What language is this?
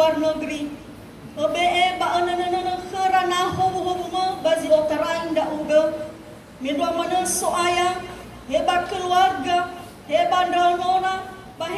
Nias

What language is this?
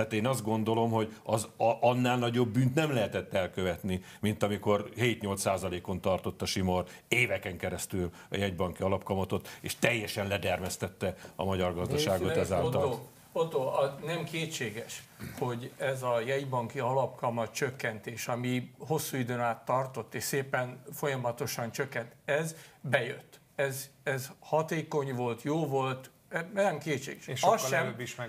Hungarian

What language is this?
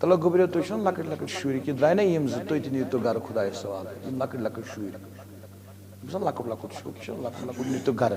Kashmiri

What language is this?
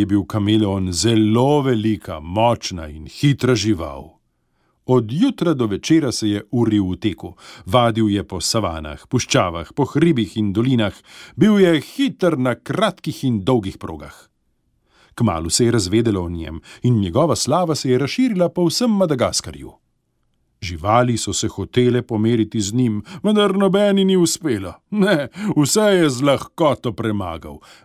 Slovenian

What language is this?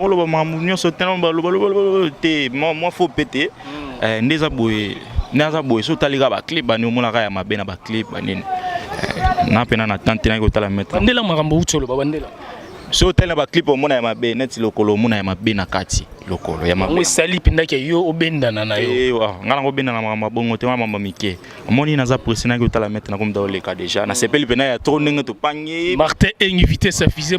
Lingala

